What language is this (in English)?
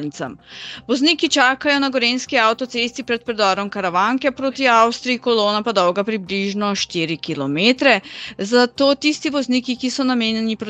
Slovenian